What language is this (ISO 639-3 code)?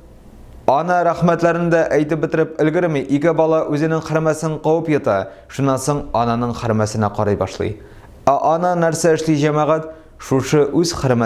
tat